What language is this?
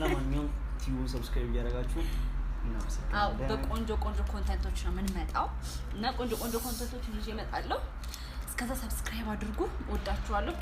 Amharic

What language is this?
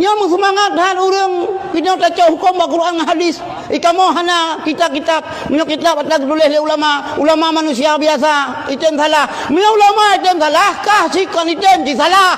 Achinese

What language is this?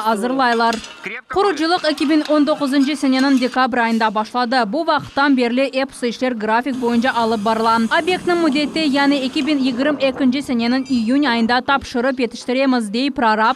Crimean Tatar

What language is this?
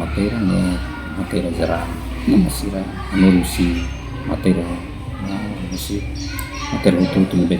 Tetum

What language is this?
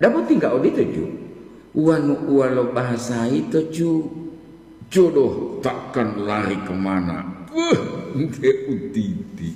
Gorontalo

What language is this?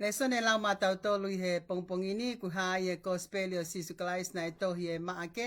Tongan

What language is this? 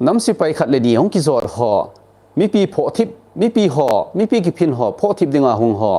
Thado Chin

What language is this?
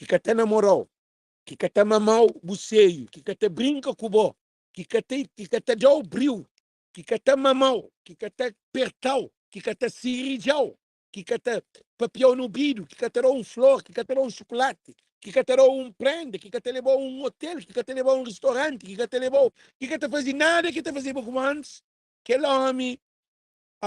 Kabuverdianu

